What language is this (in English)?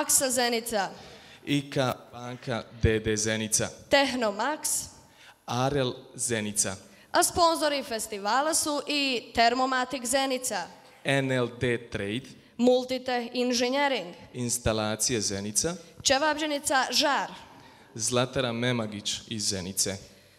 Bosnian